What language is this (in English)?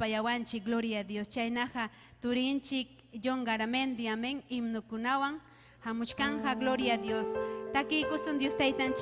Ayacucho Quechua